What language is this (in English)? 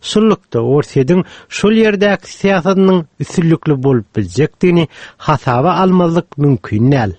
Turkmen